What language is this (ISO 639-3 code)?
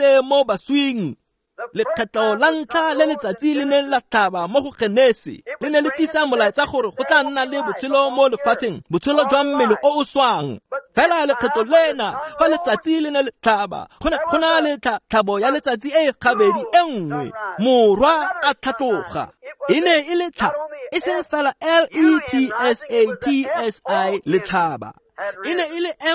tsn